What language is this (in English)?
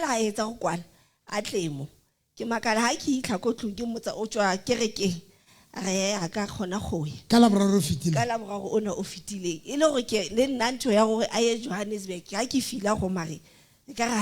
Southern Sotho